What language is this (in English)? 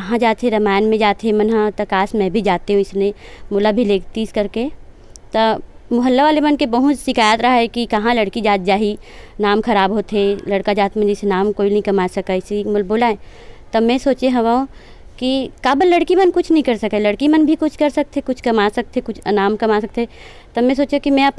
Chhattisgarhi